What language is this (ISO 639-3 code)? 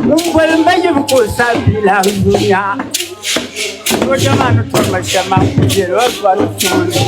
dag